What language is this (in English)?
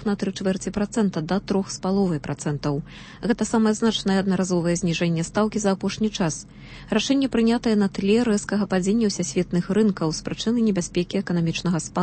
Belarusian